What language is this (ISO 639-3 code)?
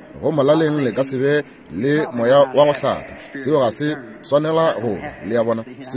nso